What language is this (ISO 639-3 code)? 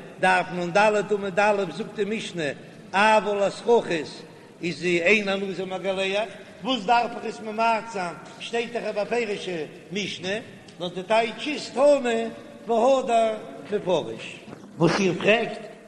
yid